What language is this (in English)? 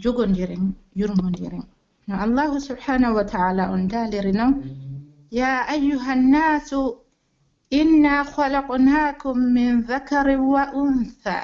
Pular